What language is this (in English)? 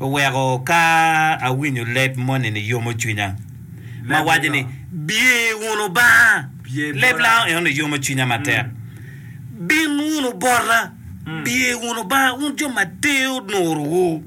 Acoli